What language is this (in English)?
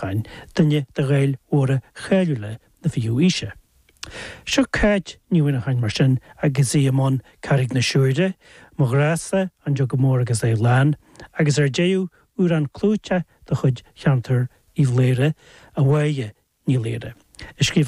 Irish